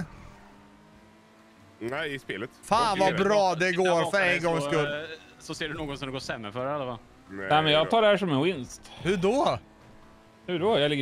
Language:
Swedish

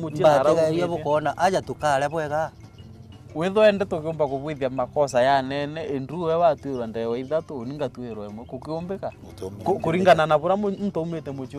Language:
Meru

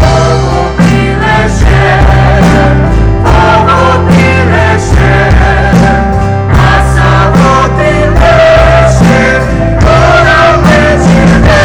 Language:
Poumei Naga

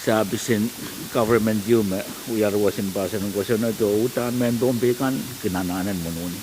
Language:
Pohnpeian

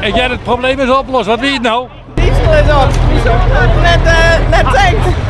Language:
Western Frisian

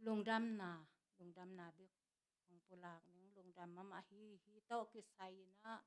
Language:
Tedim Chin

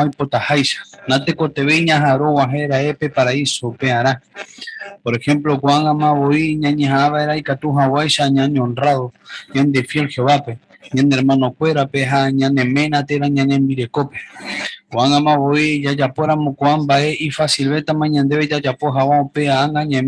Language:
Guarani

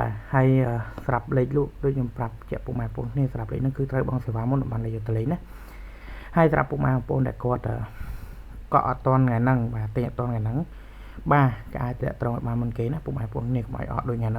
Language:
Khmer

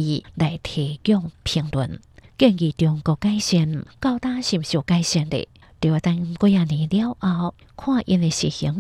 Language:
Hakka Chinese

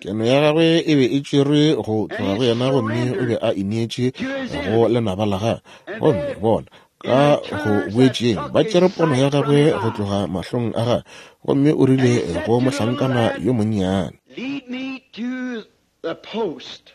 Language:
Northern Sotho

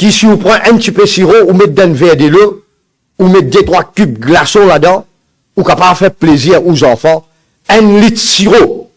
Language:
Morisyen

